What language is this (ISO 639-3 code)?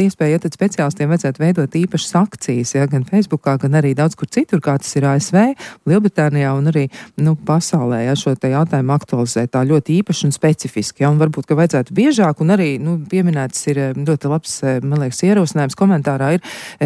lav